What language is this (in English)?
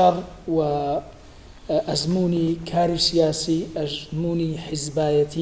Kurdish